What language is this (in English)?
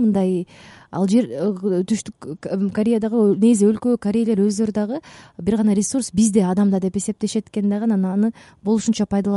Kyrgyz